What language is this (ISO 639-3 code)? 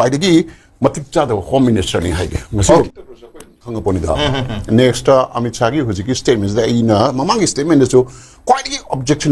mni